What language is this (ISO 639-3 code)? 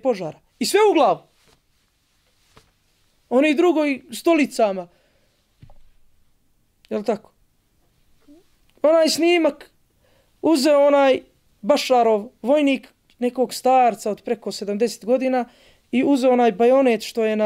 bos